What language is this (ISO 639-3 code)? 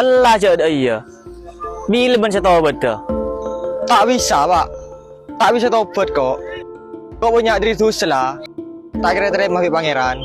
mad